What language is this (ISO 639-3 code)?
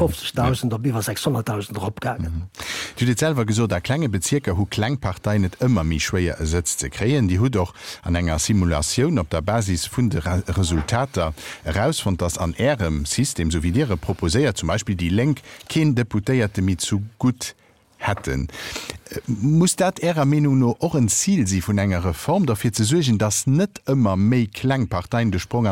ltz